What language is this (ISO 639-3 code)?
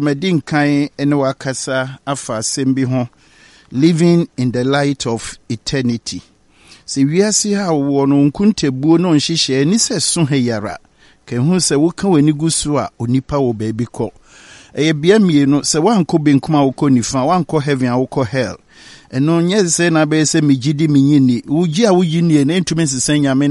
aka